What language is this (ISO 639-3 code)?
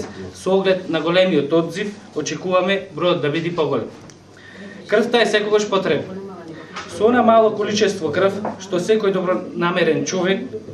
mkd